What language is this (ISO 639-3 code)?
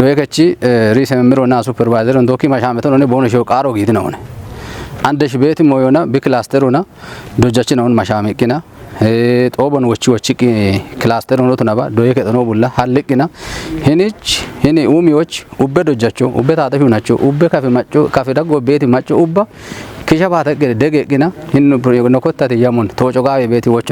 kbr